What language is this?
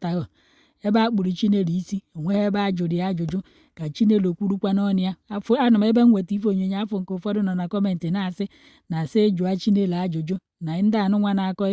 Igbo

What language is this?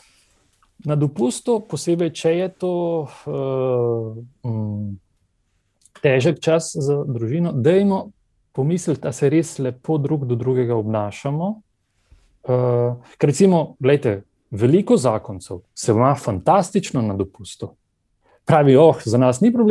Slovenian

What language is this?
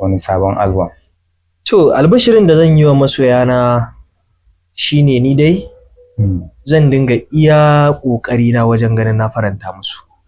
Hausa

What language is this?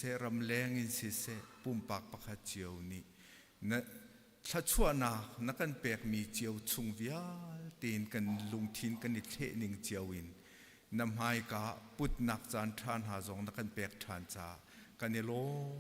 Hakha Chin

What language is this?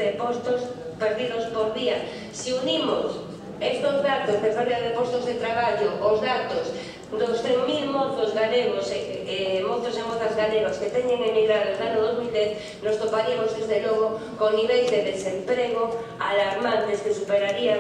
Galician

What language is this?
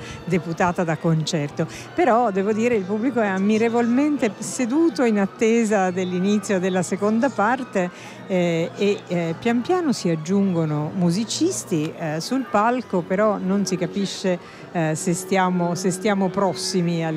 Italian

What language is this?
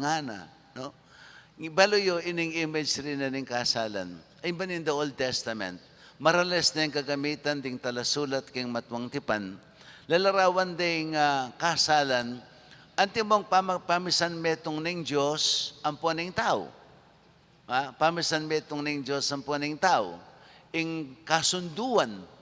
Pampanga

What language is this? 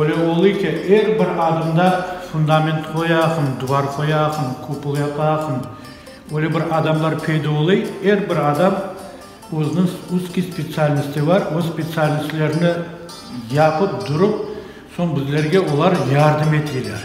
Crimean Tatar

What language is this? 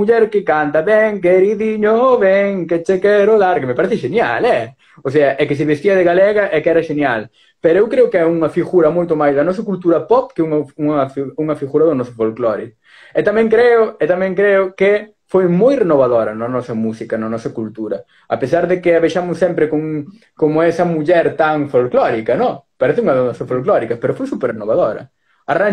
Galician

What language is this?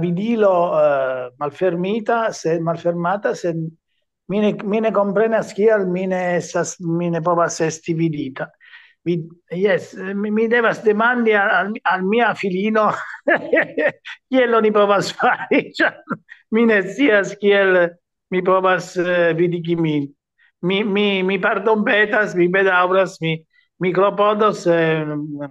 Esperanto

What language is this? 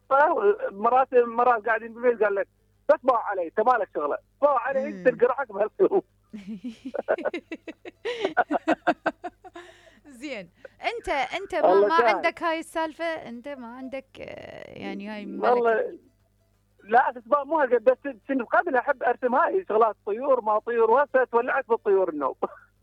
Mesopotamian Arabic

